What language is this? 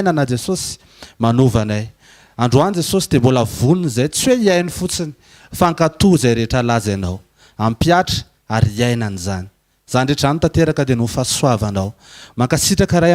Malagasy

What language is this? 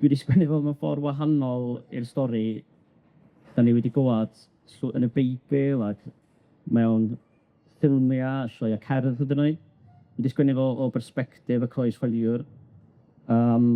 Welsh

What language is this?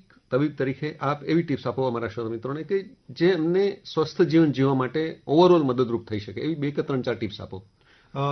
Gujarati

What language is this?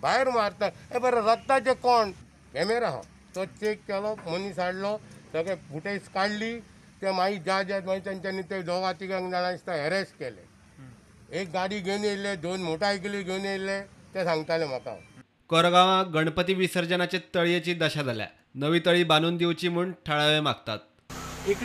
Konkani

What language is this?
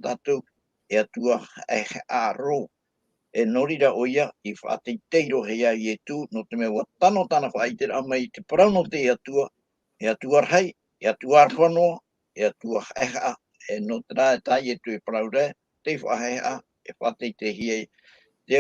Tahitian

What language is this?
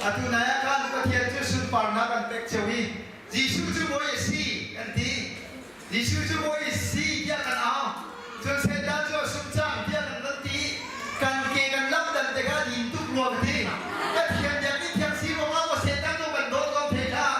Hakha Chin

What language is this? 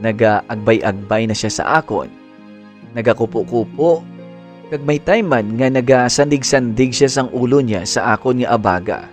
Hiligaynon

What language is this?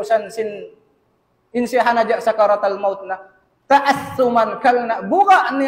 Tausug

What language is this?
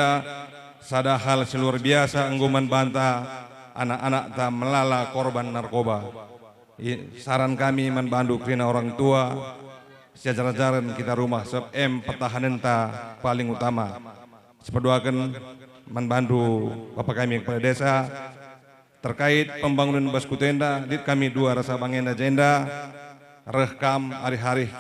Batak Karo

